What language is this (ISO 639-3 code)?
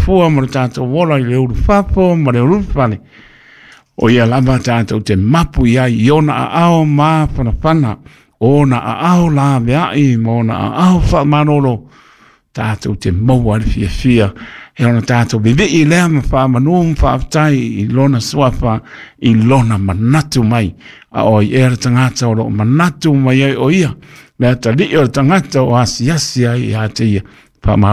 smo